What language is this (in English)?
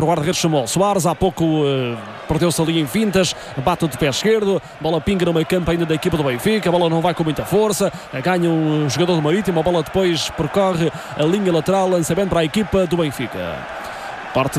Portuguese